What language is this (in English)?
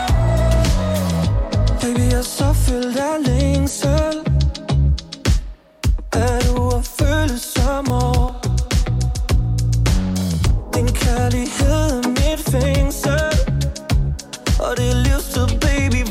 Danish